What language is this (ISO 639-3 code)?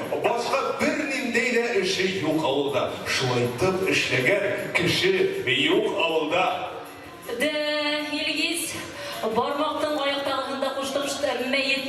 bak